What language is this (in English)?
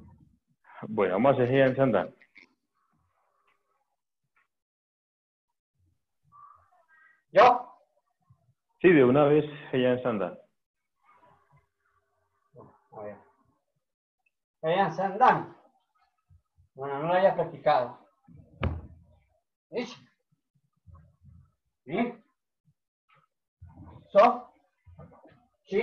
Spanish